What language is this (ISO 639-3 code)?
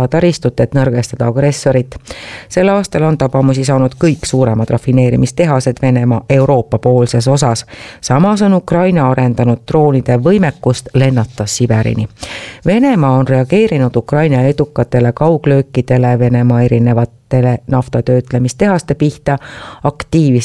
est